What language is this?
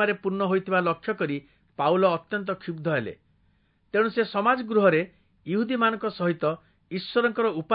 Odia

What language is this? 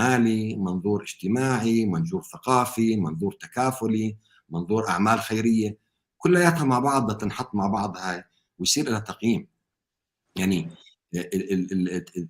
North Levantine Arabic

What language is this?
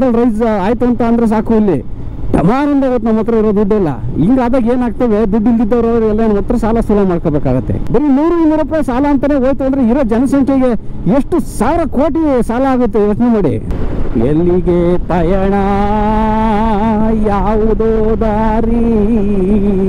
Kannada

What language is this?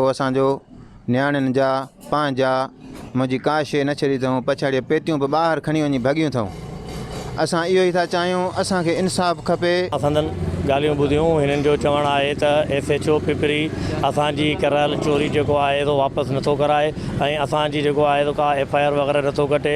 Sindhi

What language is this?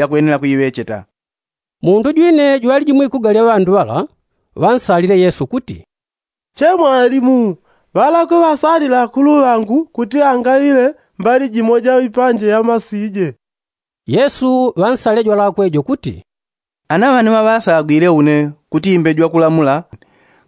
Yao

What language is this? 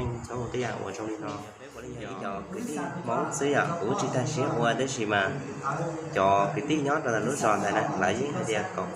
Hmong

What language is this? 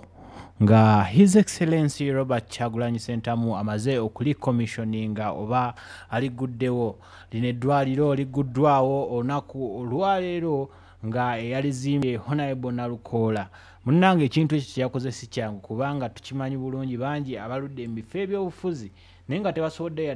Ganda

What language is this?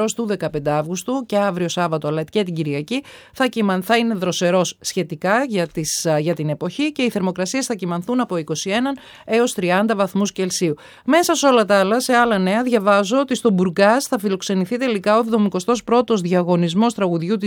Greek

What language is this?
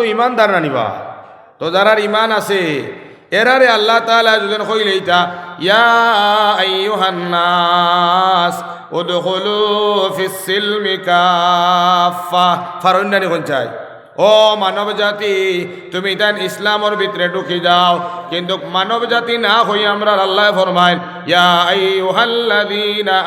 Sylheti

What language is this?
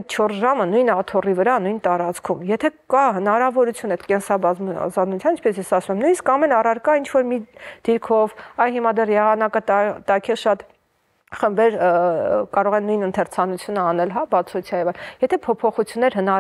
Armenian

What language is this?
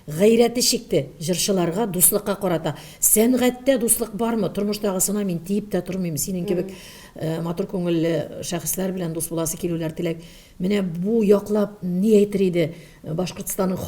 Bashkir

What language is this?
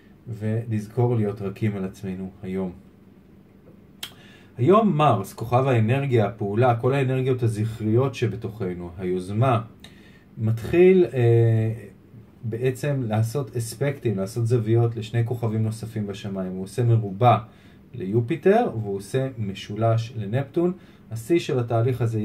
Hebrew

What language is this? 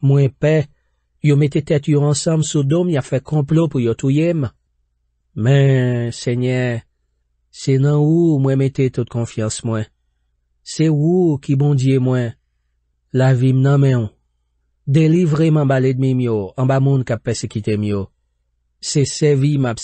Haitian Creole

